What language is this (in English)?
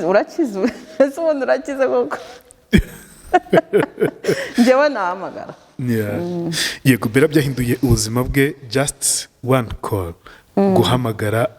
Kinyarwanda